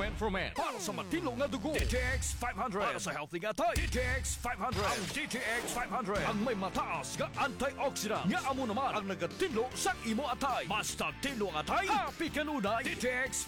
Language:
Hiligaynon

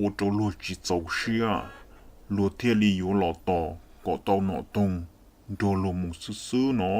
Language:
Hmong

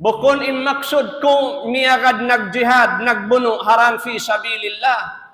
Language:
Tausug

